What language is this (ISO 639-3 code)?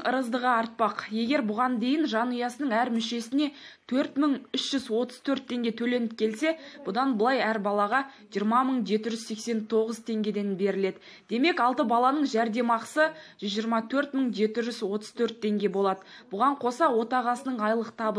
kaz